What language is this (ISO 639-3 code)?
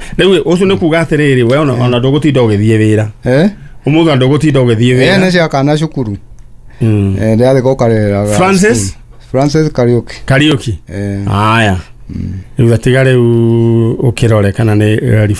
kik